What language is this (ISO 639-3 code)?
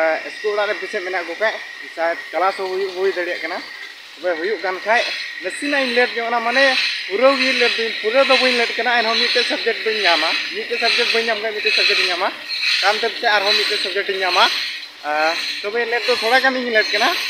sat